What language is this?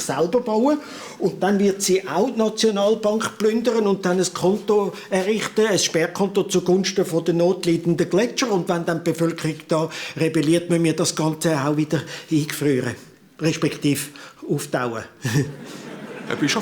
Swiss German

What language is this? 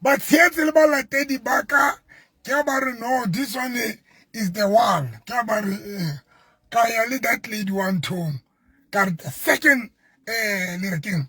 Southern Sotho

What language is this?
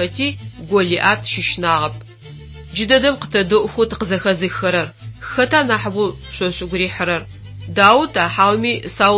Adyghe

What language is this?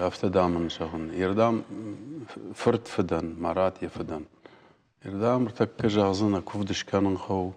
Ossetic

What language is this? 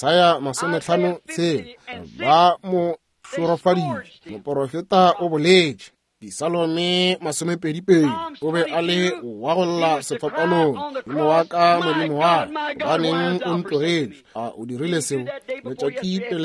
Northern Sotho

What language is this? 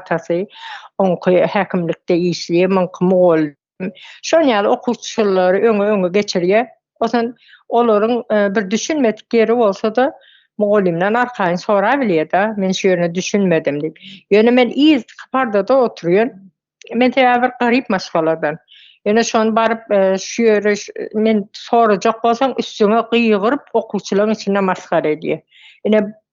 Turkmen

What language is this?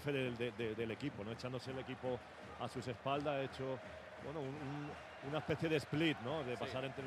Spanish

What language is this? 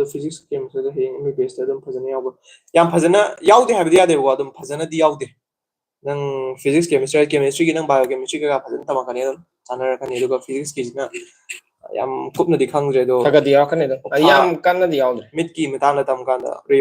Manipuri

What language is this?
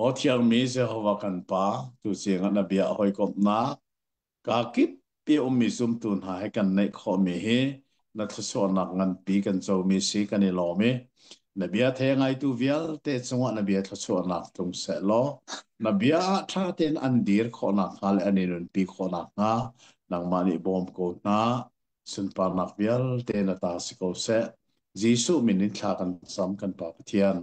Hakha Chin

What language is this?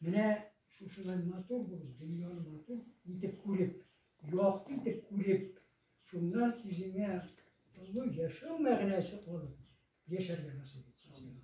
Tatar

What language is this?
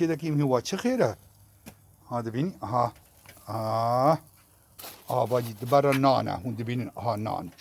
Kurdish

